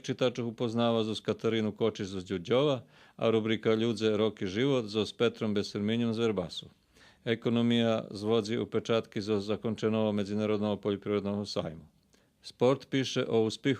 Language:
Rusyn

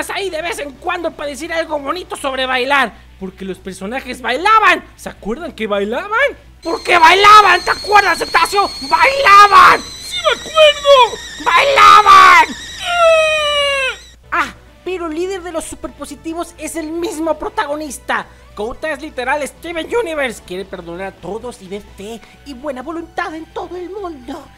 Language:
Spanish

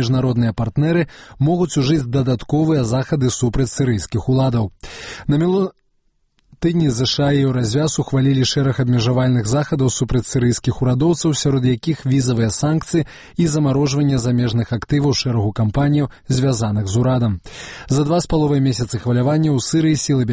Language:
Belarusian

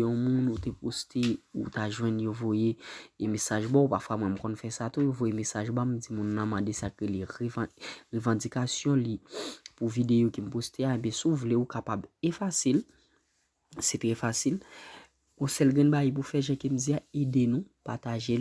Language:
Haitian Creole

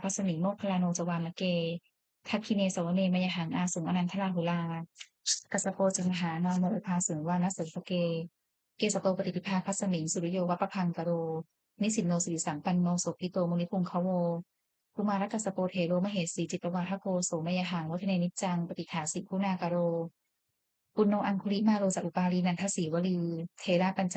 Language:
Pali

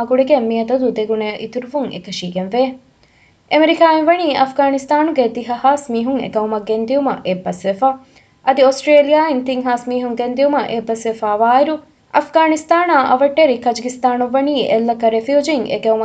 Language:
Divehi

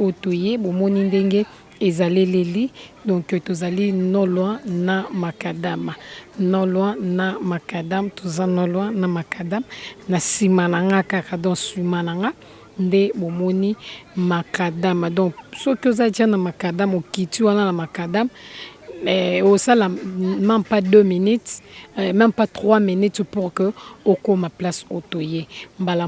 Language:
Lingala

